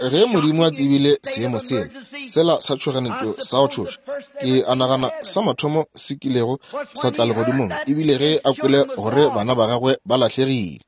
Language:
Northern Sotho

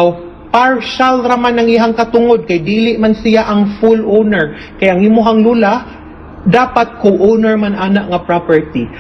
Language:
Cebuano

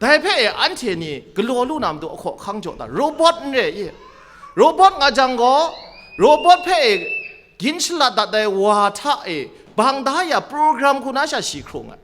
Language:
Kachin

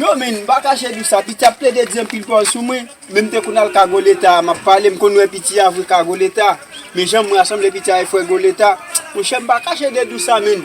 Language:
Haitian Creole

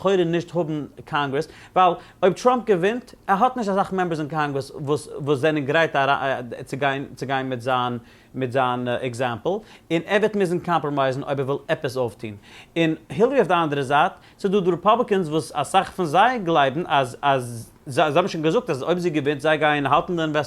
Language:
Yiddish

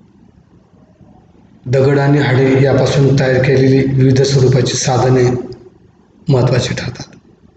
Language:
Marathi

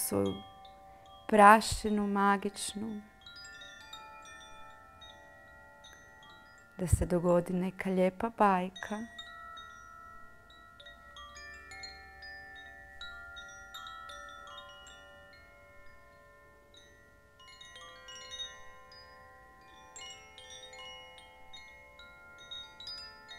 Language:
Croatian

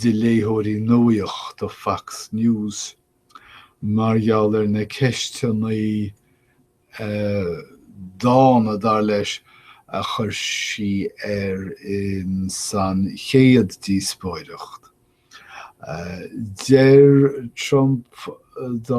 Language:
Irish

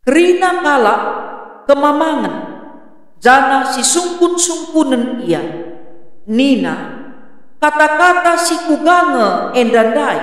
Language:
Batak Karo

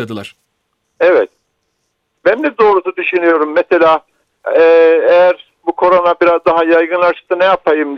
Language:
Turkish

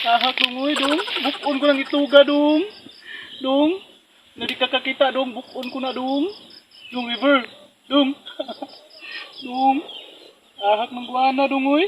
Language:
Cebuano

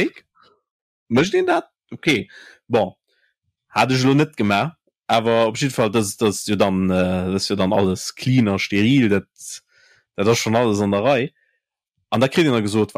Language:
Luxembourgish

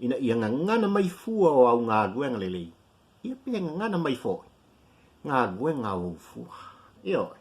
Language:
Samoan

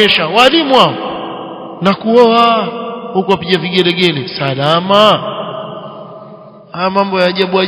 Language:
Swahili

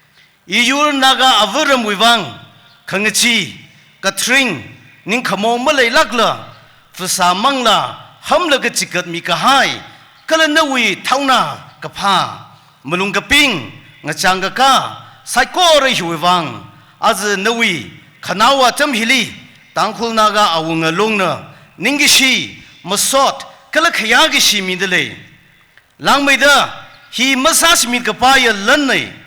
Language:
Tangkhul Naga (India)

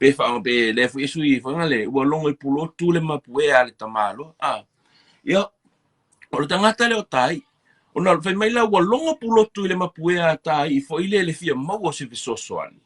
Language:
Samoan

